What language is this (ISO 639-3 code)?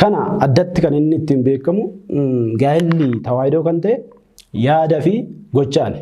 orm